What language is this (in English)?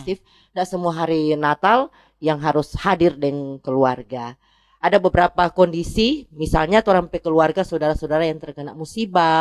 Manado Malay